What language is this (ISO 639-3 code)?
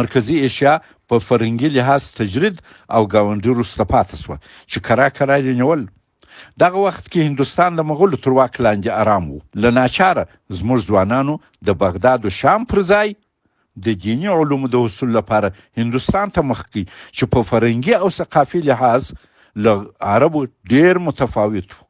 pus